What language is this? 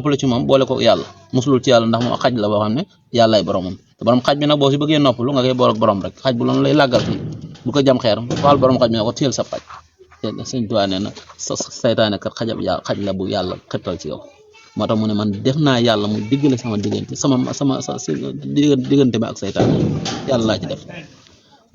Wolof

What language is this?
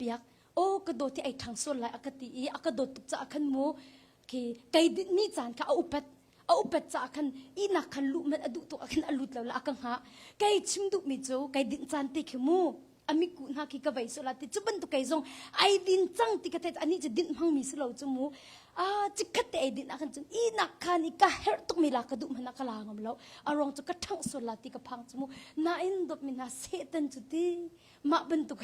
Hakha Chin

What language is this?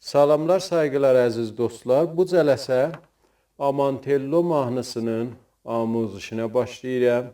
South Azerbaijani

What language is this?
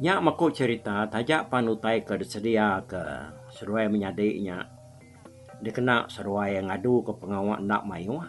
Iban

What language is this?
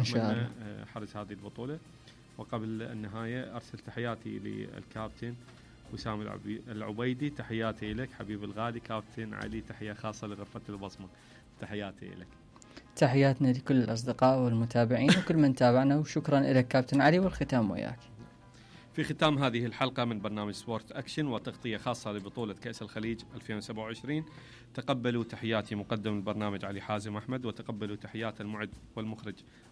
Mesopotamian Arabic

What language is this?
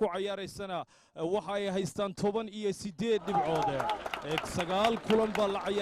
Somali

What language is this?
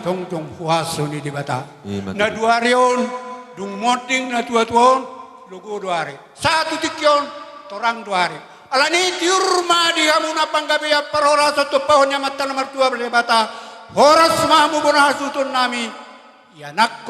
Batak Toba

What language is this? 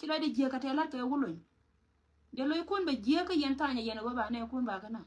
Nuer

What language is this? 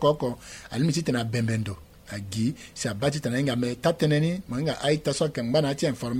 Sango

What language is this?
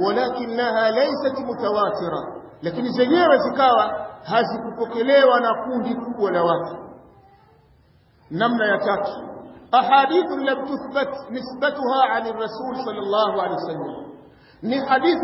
Swahili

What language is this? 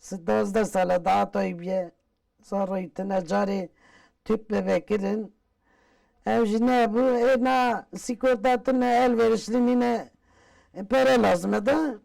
Kurdish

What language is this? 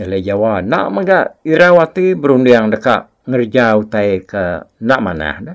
Iban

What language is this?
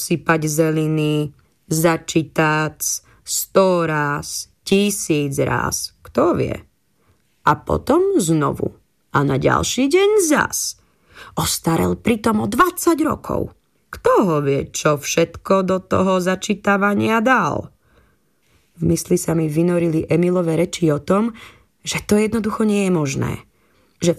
Slovak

